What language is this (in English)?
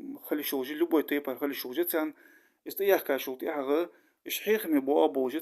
Ingush